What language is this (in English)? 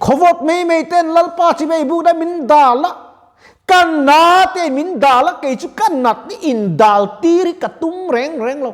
Mizo